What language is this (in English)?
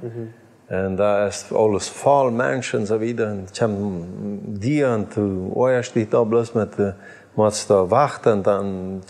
Plautdietsch